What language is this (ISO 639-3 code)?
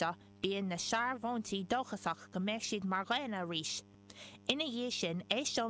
gle